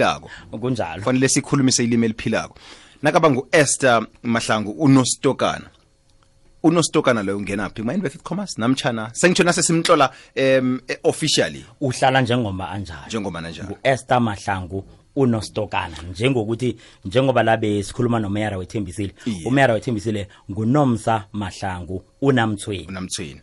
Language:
South Ndebele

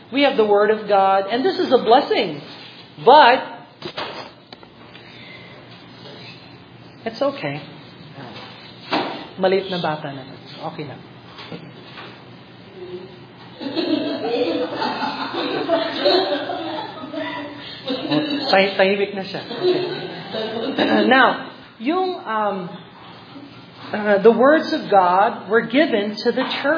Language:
Filipino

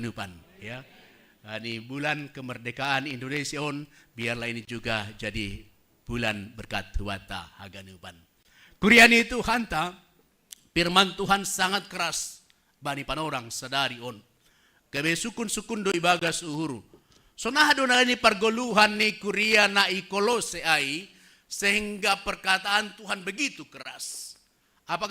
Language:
Batak Simalungun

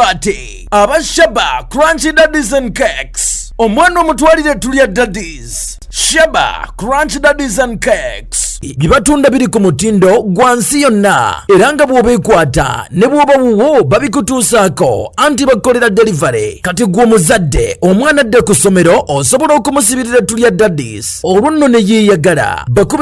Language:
Ganda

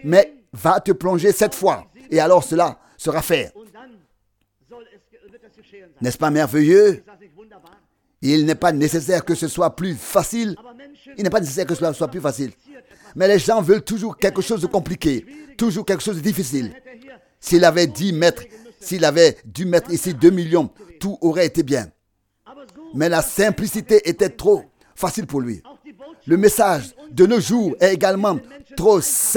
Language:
French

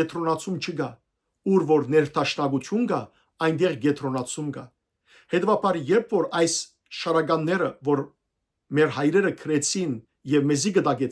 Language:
Western Armenian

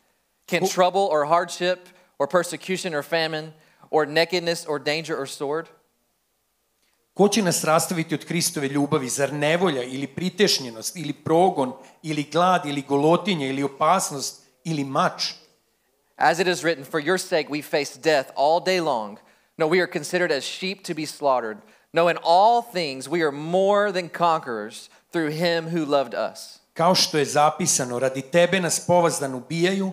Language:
Serbian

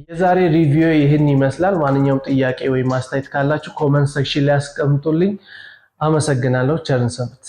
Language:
Amharic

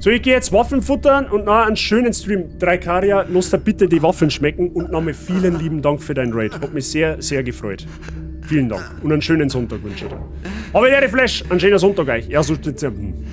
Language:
Bavarian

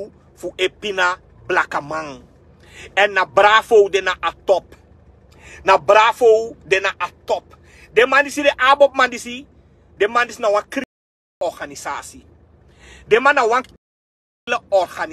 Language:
Sranan Tongo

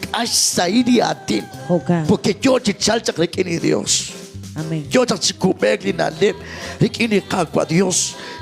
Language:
Kekchí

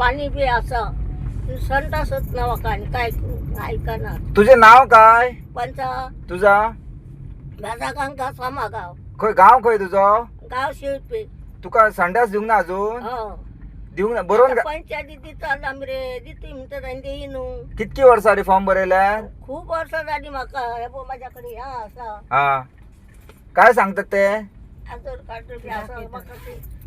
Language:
Konkani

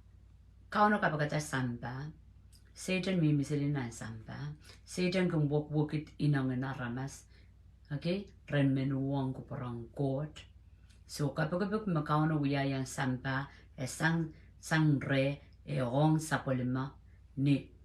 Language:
Pohnpeian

